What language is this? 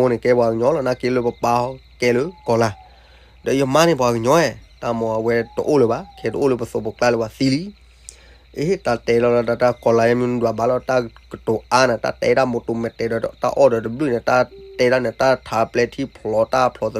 S'gaw Karen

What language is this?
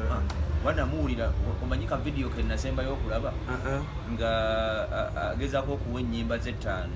Ganda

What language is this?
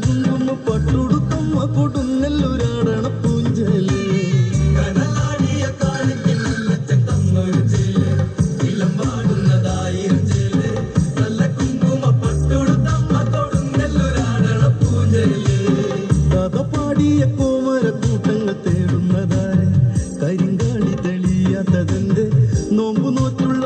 Malayalam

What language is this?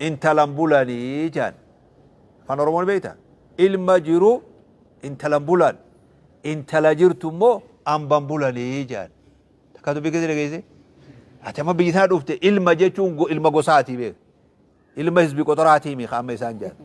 Oromo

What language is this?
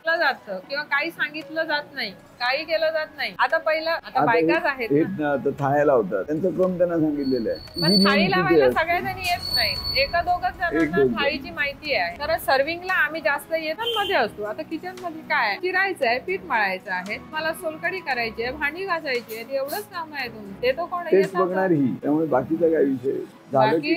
Marathi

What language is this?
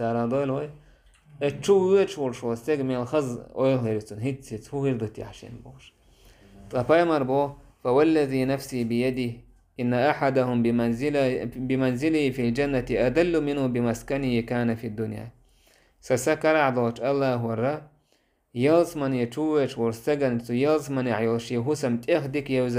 Chechen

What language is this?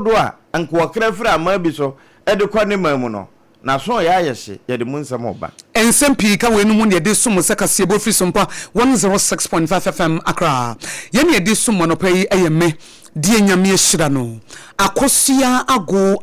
Akan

